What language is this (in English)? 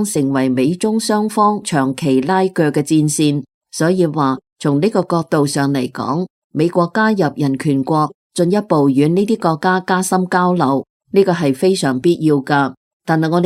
Cantonese